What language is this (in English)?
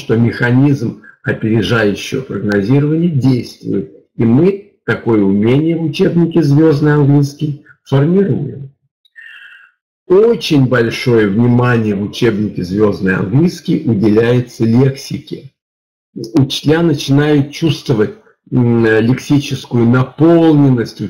Russian